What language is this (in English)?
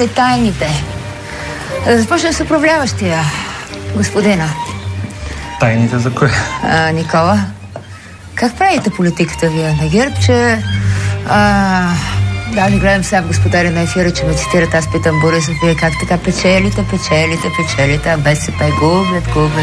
Bulgarian